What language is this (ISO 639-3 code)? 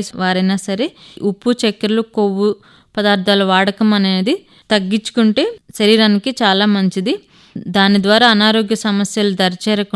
tel